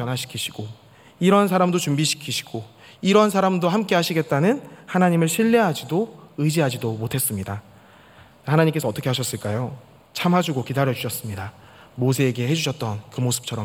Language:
Korean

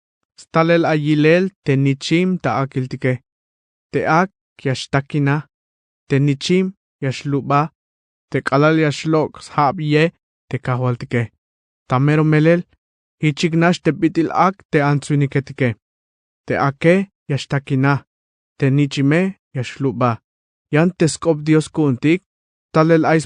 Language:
Tzeltal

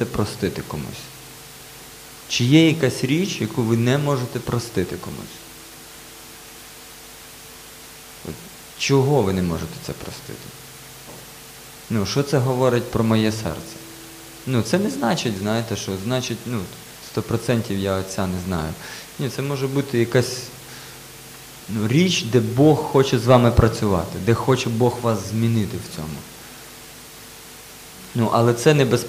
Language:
Ukrainian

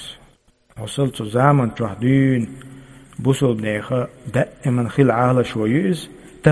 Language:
Chechen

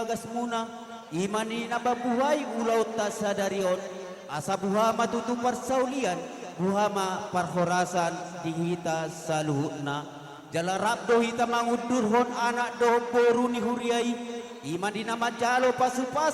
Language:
Batak Toba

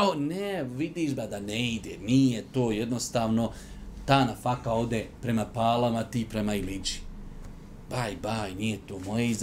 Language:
Bosnian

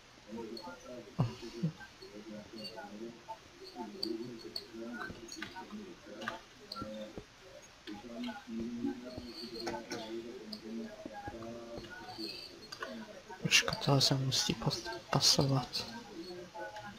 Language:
Czech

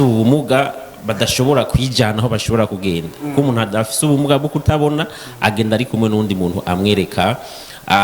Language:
Rundi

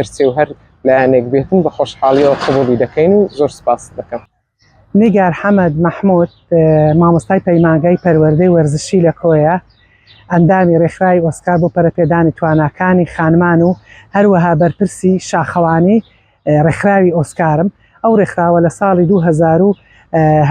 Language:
Central Kurdish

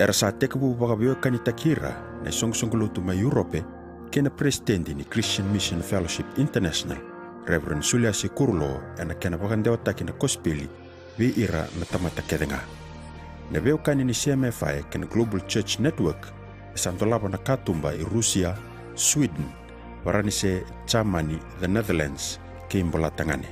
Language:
Fijian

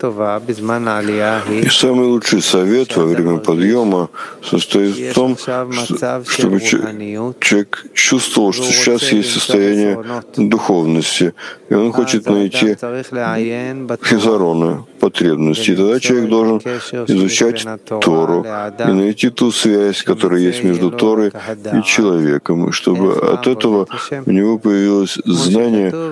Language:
Russian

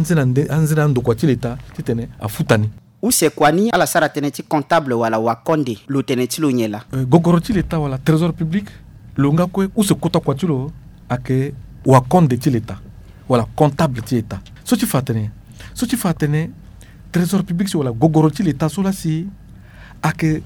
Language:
Sango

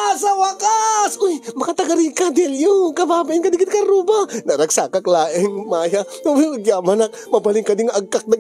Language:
Iloko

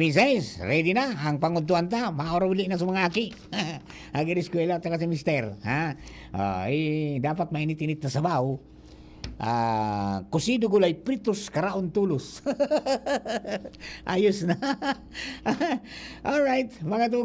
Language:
Bikol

